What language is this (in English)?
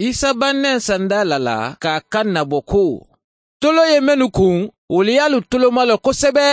Mandingo